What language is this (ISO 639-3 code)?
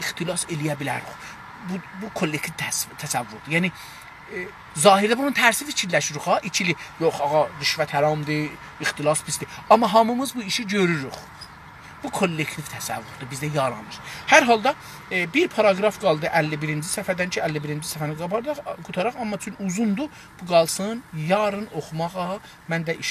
azb